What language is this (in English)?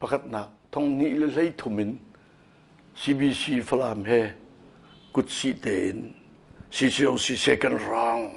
Hakha Chin